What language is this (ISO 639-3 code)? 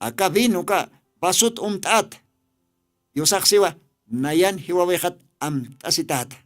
aym